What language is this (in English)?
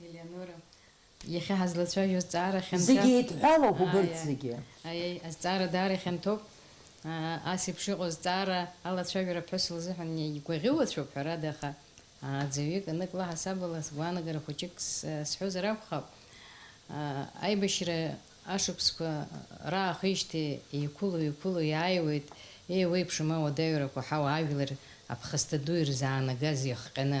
Abkhazian